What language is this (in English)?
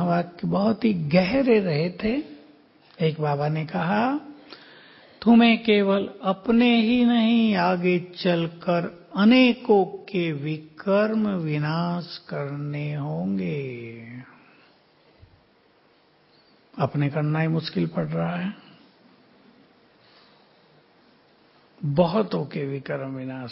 Hindi